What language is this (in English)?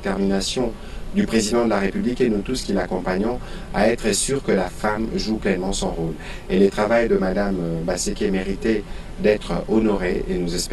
French